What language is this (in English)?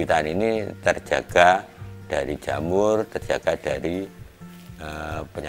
Indonesian